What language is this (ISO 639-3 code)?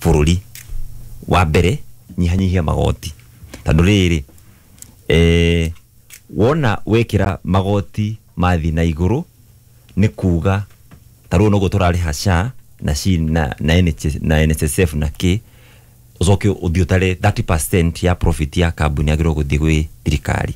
kik